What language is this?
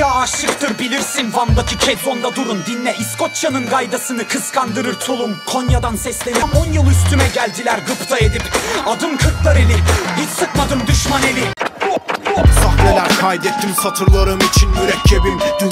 Turkish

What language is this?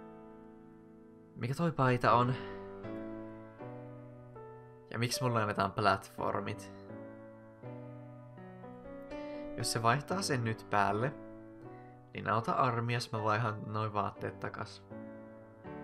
Finnish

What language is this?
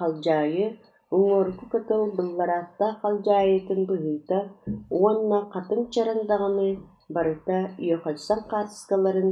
Yakut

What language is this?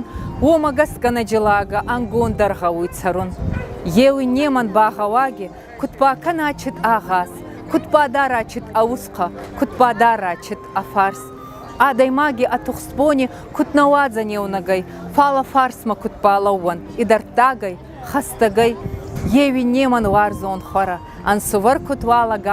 Ossetic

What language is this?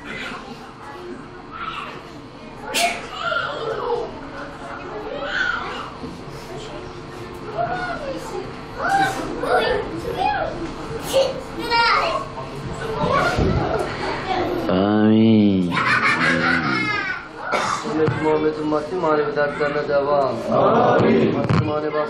Turkish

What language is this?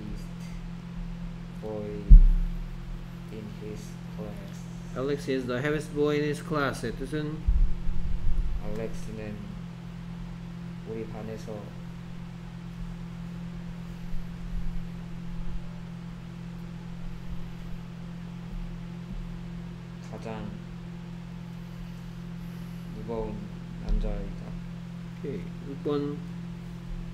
Korean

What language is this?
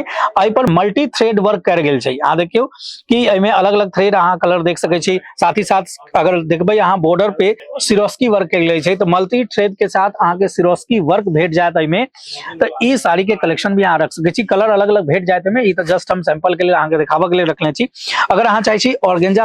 Maithili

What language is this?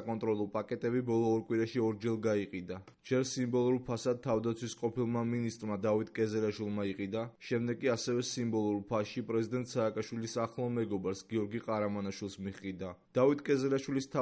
Georgian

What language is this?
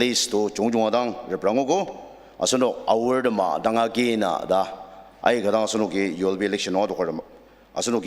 Ao Naga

